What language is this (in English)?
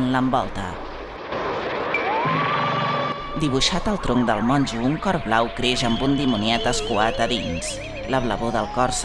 Catalan